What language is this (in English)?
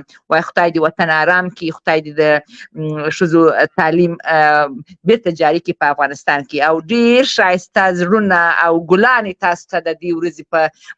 Pashto